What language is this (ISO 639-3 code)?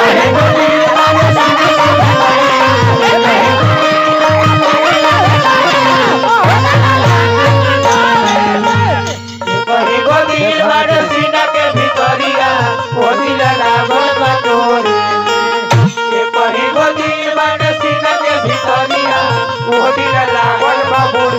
bho